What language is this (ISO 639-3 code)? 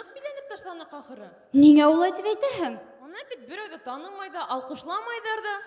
bak